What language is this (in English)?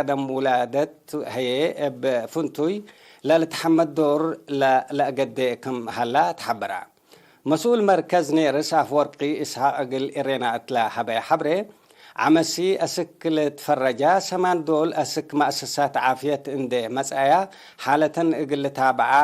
Tigre